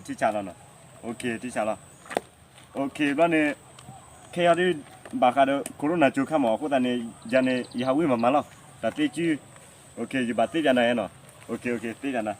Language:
S'gaw Karen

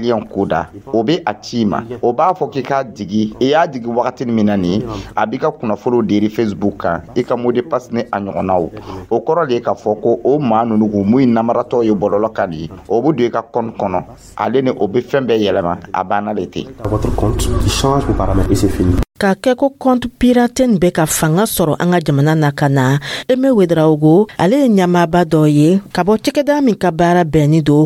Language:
Dyula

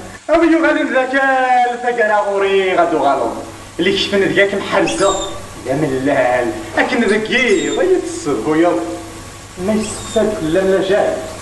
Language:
Kabyle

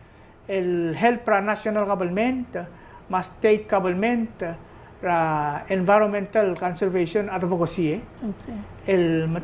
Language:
Palauan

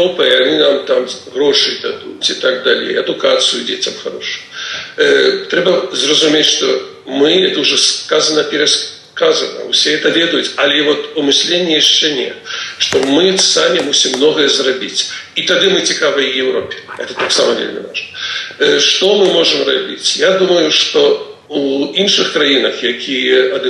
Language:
Belarusian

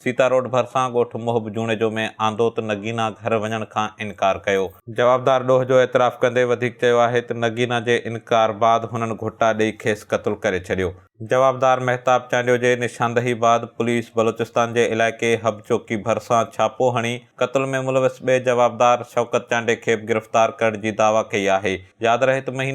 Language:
Sindhi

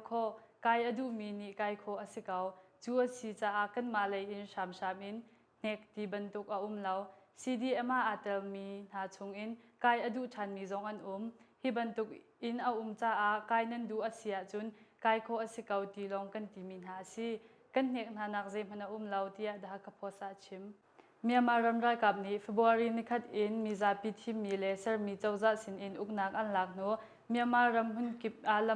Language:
Hakha Chin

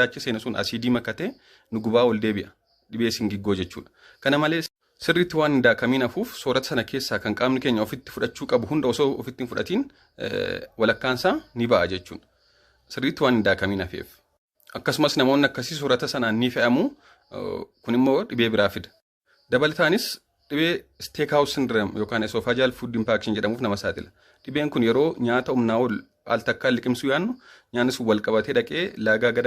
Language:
Oromo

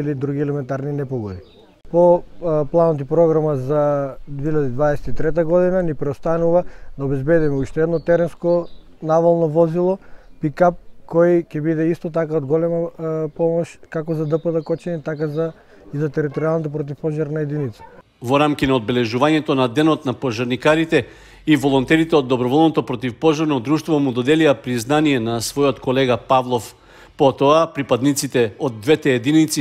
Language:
Macedonian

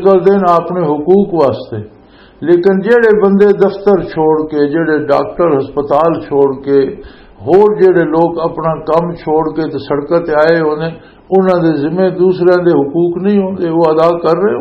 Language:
Western Panjabi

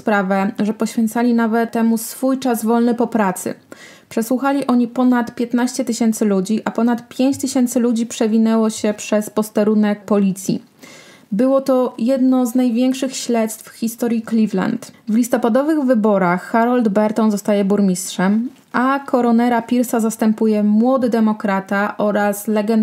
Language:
Polish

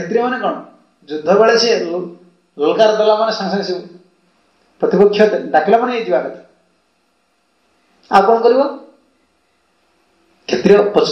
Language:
Odia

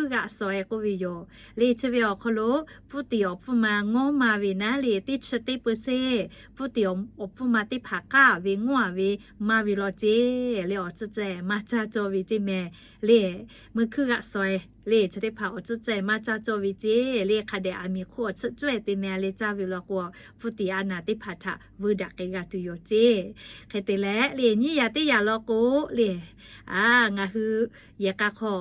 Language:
Lahu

